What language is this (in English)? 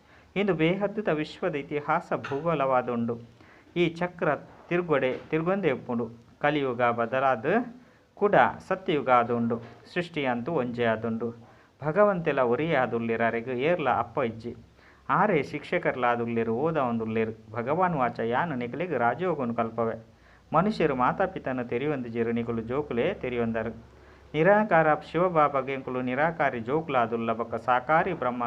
Tulu